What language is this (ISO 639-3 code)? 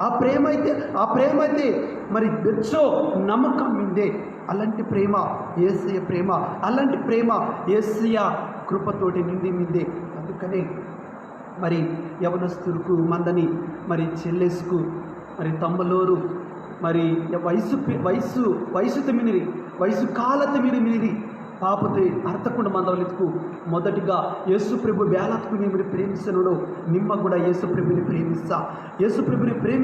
kff